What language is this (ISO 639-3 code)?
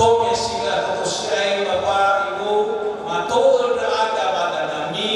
nia